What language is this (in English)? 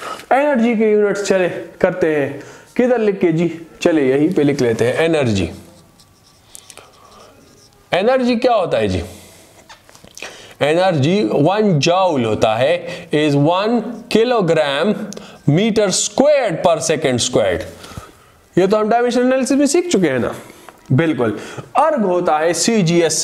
Hindi